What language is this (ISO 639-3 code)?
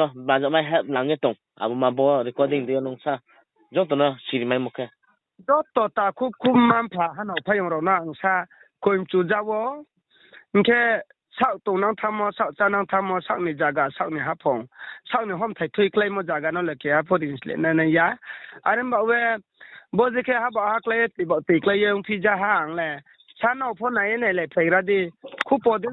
ria